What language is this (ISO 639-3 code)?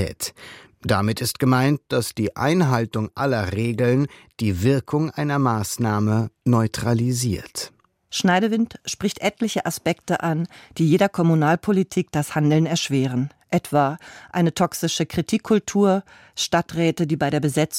deu